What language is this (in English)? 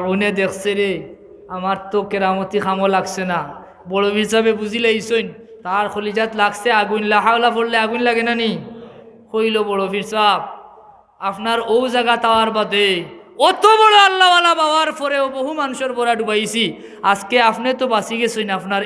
Sylheti